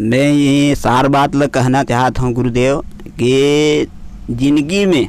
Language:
Chhattisgarhi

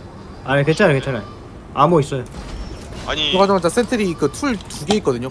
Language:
Korean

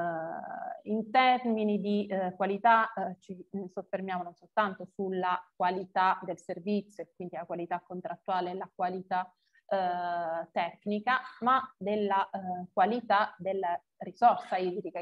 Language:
Italian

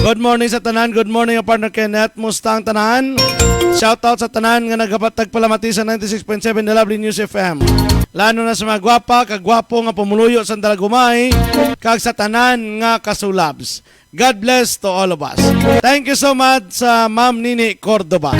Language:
Hiligaynon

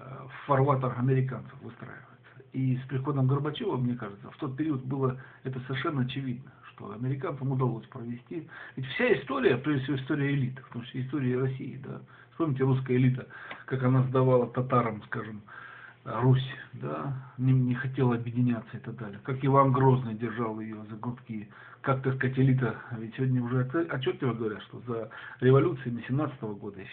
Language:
Russian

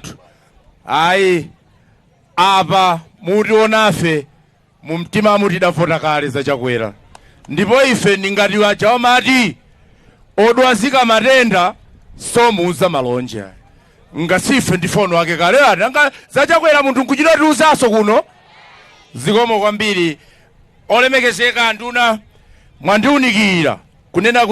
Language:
Nyanja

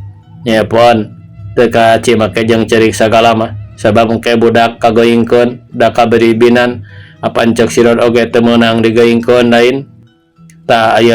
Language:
Sundanese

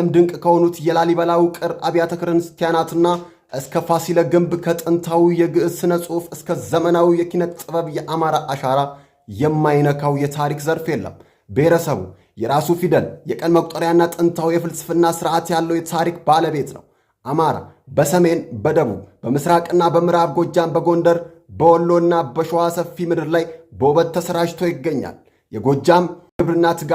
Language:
Amharic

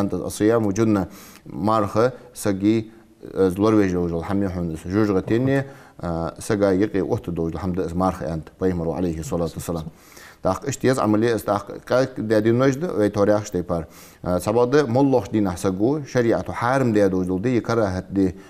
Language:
Ingush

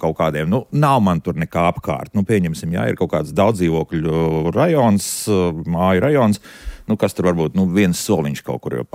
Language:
Latvian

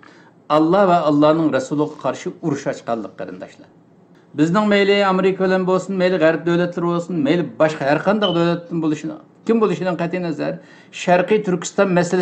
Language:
Uyghur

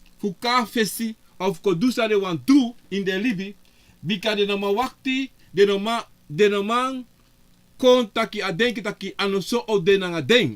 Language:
Sranan Tongo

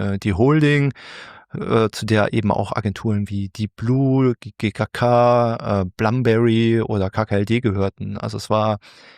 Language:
German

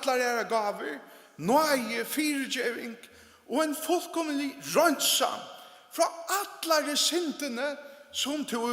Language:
Faroese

